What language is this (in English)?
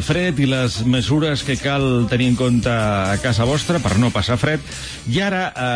Catalan